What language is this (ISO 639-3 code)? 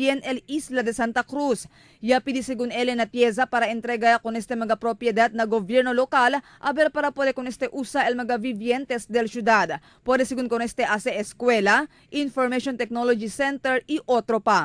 cbk